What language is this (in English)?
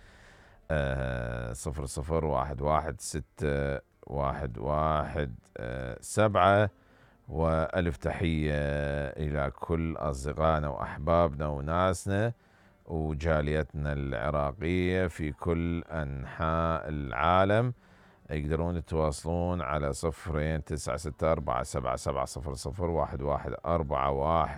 Mesopotamian Arabic